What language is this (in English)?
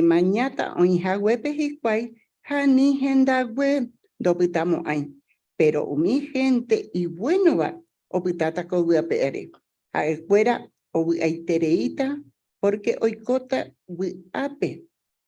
Guarani